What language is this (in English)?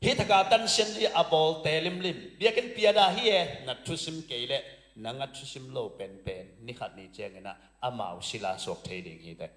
Tedim Chin